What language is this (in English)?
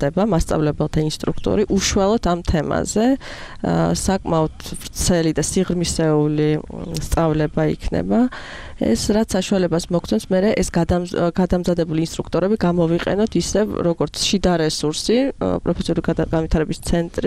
Georgian